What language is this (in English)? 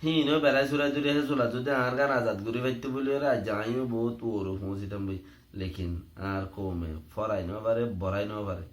Rohingya